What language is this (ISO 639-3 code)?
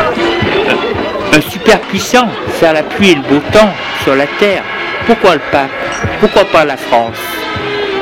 fra